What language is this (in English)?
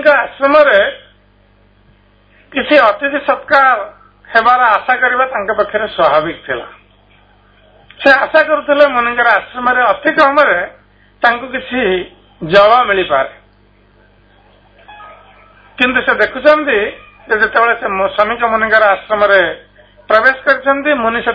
Odia